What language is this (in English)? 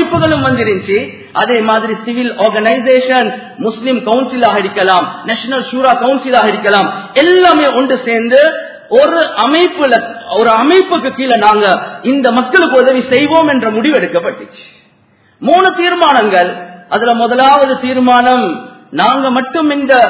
Tamil